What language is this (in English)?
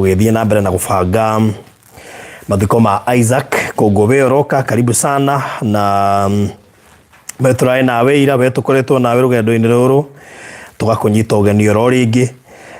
Kikuyu